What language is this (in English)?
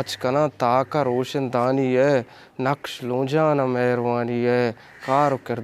Eastern Balochi